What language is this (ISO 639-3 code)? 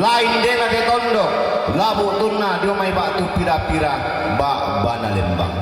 sda